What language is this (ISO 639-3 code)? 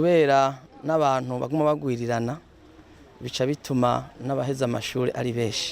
run